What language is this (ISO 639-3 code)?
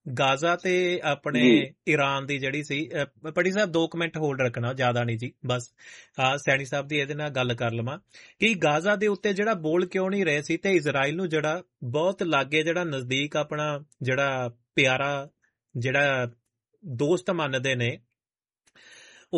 pan